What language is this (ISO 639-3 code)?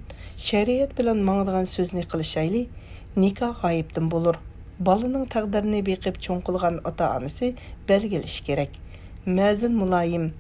uig